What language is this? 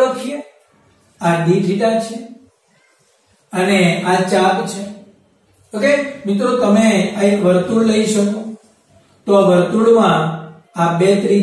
Gujarati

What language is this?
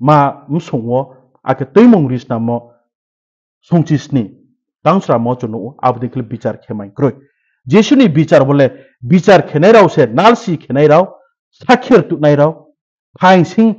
Riang (India)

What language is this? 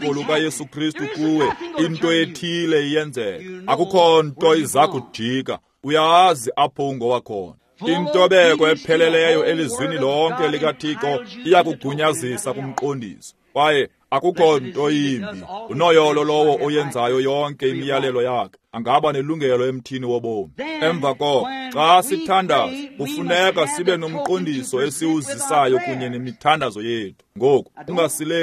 Xhosa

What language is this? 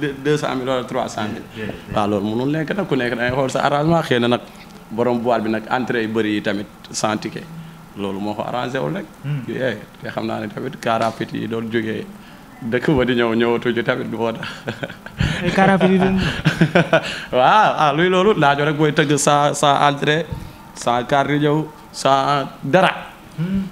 Wolof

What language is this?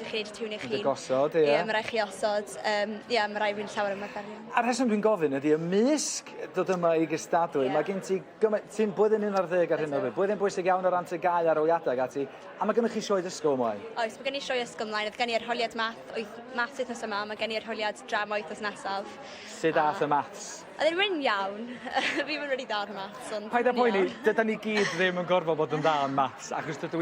Welsh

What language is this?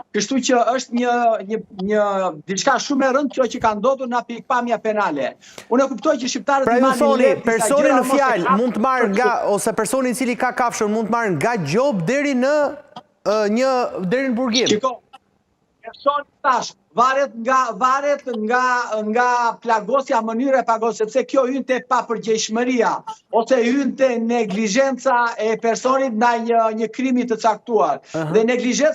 Albanian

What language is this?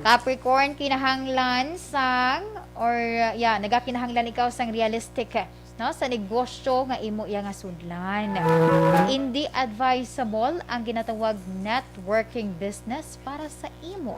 Hiligaynon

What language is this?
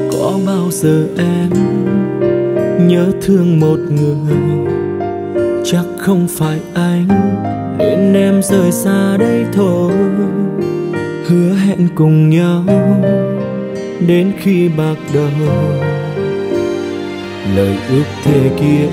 Vietnamese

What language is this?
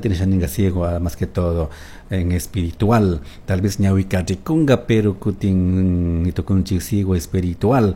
Chimborazo Highland Quichua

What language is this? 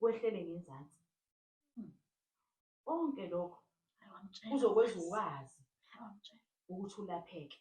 Zulu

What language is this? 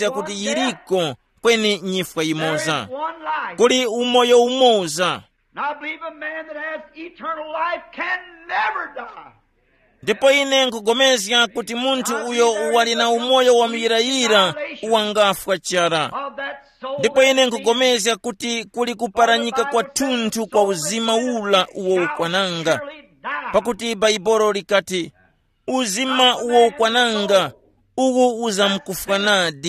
Tumbuka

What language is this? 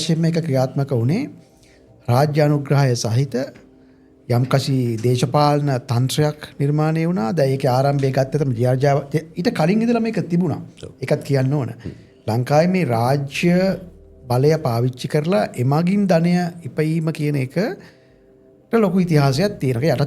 Sinhala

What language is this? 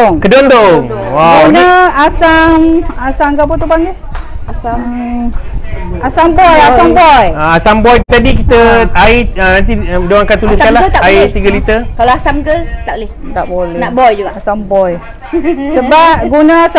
Malay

